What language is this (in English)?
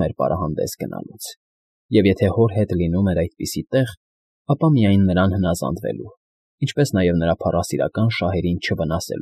Armenian